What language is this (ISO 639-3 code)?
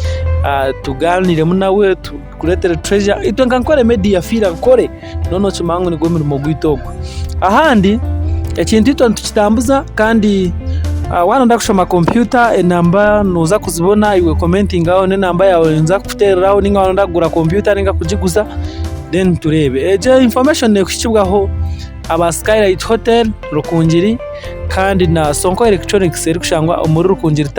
nyn